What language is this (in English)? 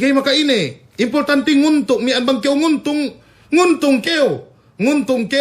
Yakan